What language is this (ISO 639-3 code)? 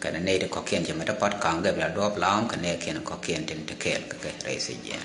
nus